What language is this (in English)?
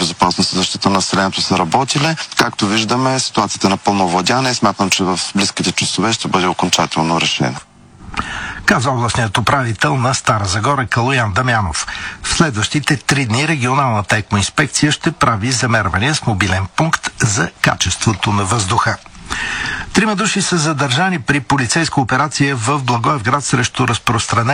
Bulgarian